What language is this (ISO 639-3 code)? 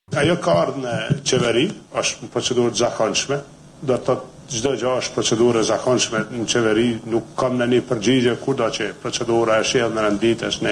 sqi